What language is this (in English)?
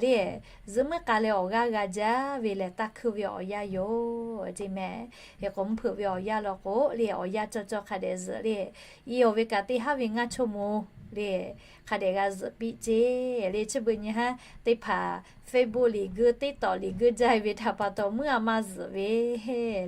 Lahu